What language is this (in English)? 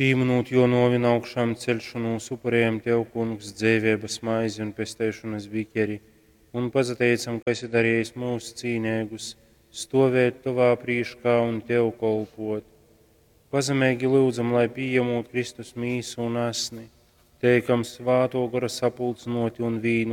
Latgalian